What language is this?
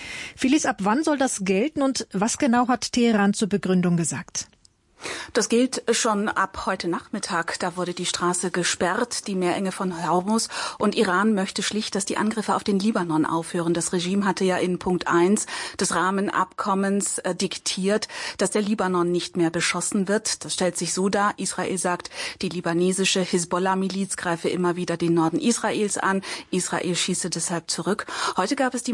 German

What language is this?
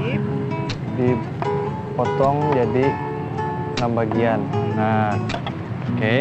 Banjar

